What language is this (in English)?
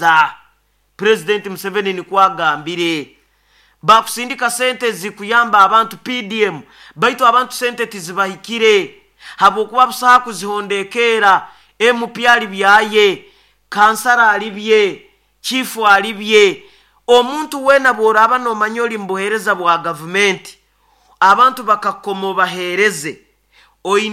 Nyoro